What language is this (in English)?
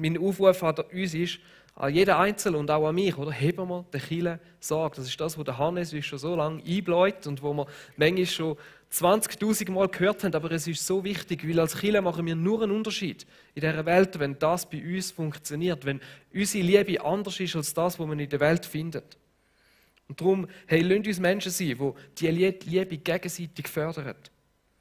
Swiss German